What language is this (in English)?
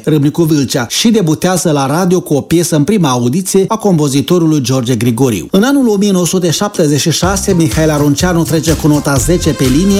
Romanian